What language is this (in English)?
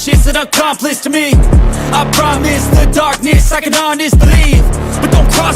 Kara-Kalpak